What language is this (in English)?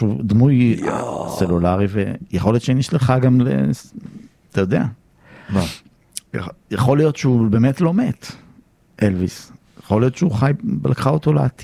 Hebrew